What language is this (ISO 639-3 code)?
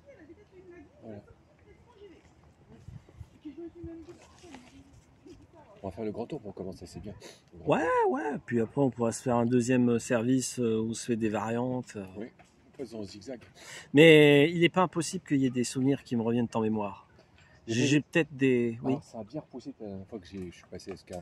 fra